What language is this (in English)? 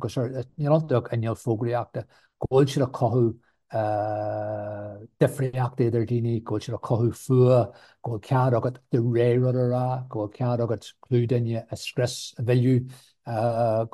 Irish